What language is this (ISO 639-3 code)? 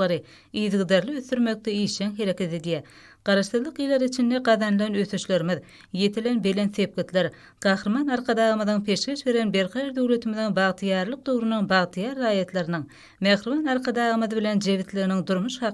tuk